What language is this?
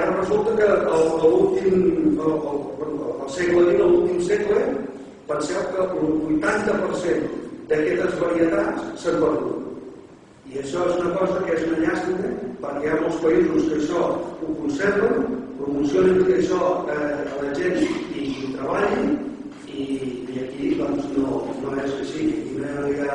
Catalan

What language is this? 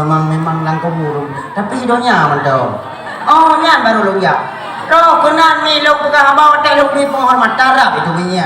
Achinese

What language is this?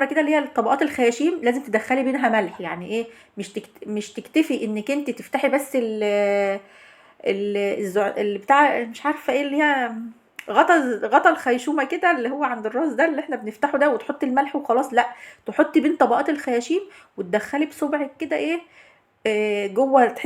Egyptian Arabic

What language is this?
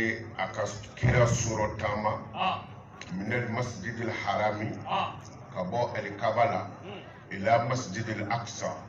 Bambara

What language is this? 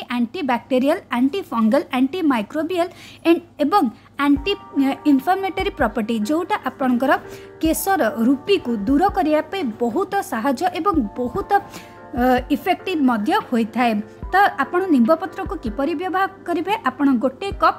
Odia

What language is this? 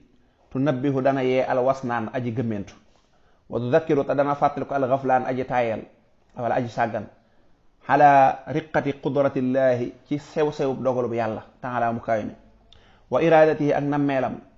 Wolof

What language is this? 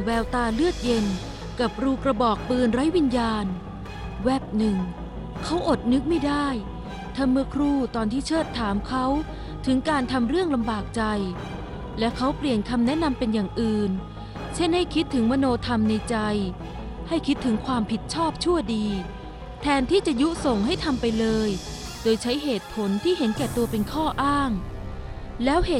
Thai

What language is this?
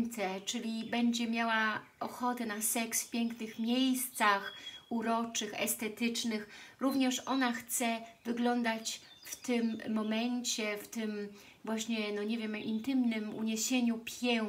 Polish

